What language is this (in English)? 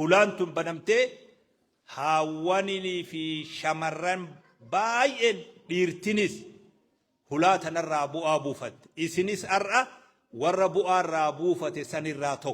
Oromo